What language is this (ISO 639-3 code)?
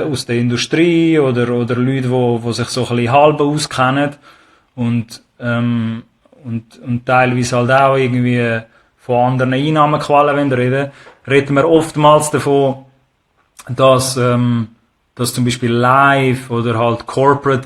gsw